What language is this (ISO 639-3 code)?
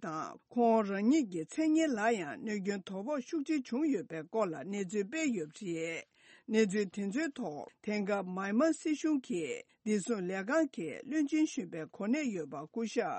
bod